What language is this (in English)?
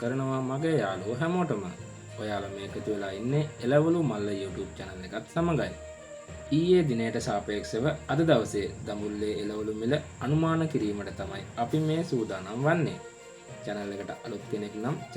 Sinhala